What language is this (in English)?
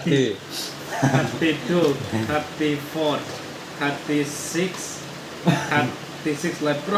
Kok Borok